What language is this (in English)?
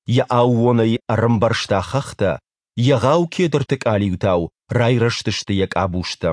Ossetic